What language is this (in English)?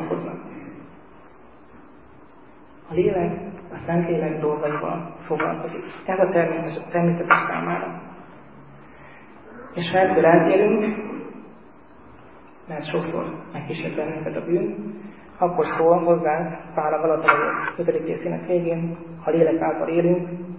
Hungarian